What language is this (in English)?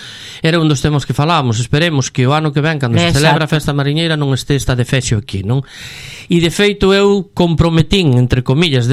Galician